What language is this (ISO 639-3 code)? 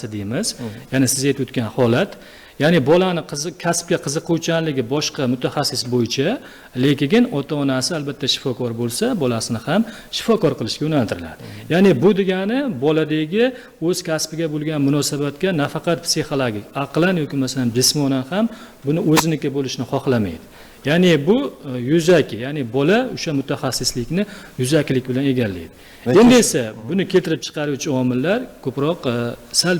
uzb